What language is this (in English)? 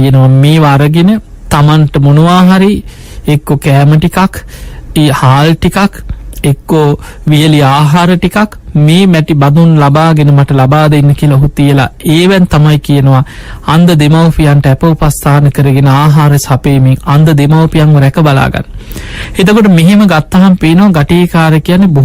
Sinhala